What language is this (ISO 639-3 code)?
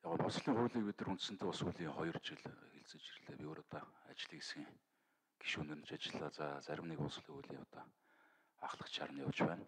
mon